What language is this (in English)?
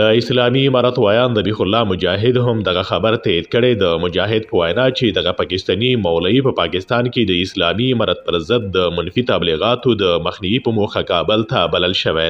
Pashto